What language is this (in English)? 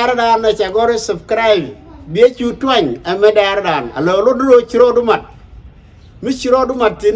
Nuer